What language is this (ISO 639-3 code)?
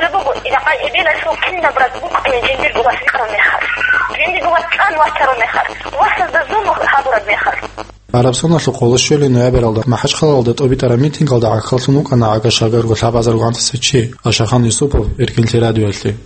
ava